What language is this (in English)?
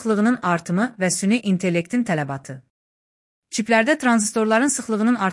Azerbaijani